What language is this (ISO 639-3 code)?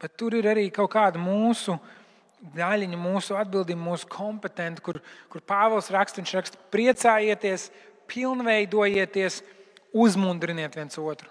lav